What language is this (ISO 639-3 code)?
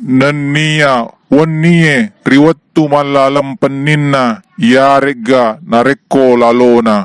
bug